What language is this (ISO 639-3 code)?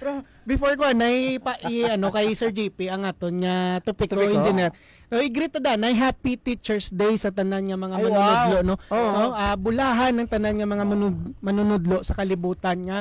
hil